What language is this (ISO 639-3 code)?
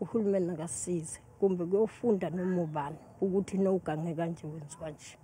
zul